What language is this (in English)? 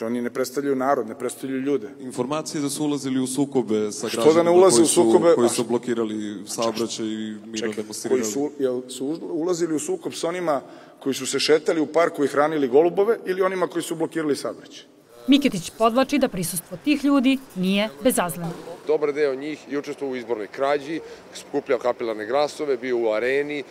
Serbian